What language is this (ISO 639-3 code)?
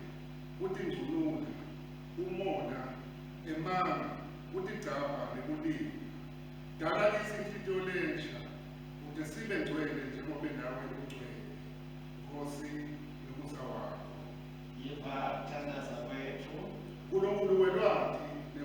ssw